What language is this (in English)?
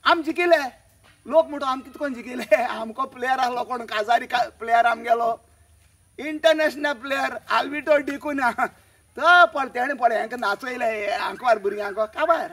Konkani